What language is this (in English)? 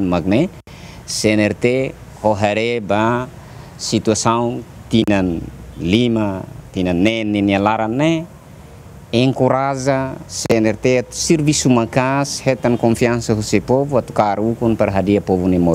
Tetum